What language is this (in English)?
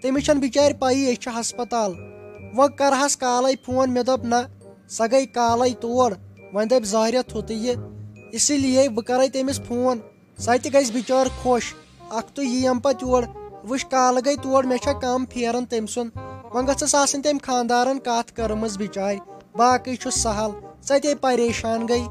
Kashmiri